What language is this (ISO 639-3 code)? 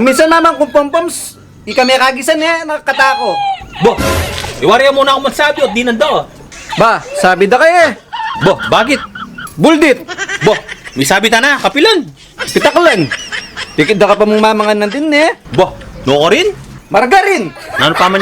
pam